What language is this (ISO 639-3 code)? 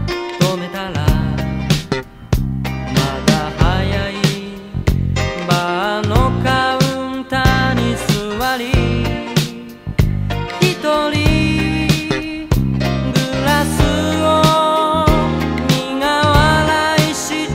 jpn